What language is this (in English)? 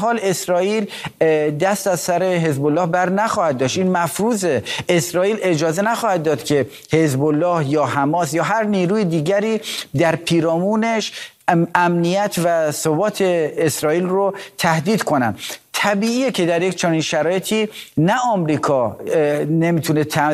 Persian